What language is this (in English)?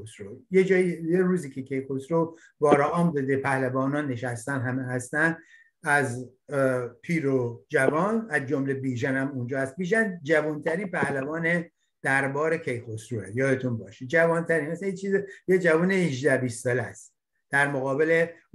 Persian